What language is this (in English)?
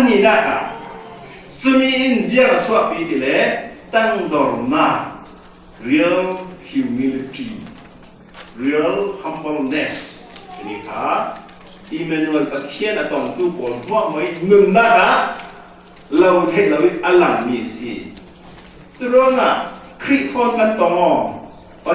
Falam Chin